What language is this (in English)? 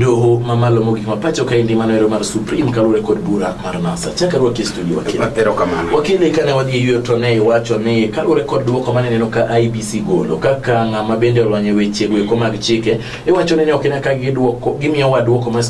Luo (Kenya and Tanzania)